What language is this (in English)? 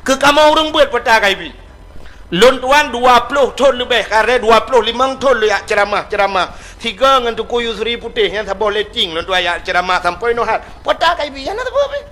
Achinese